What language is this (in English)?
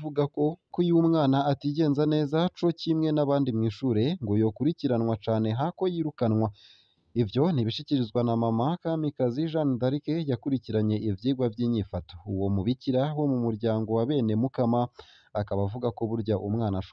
Rundi